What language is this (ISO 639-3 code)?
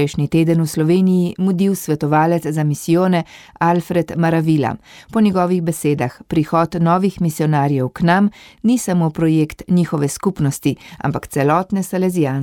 slv